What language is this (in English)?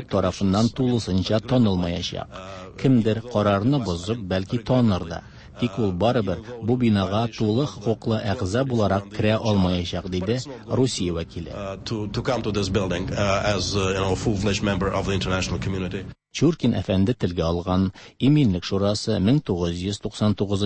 Tatar